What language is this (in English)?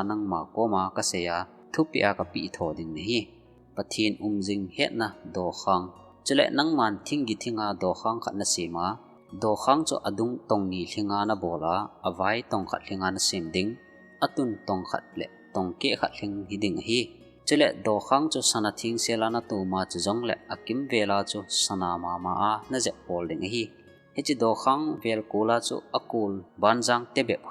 Thado Chin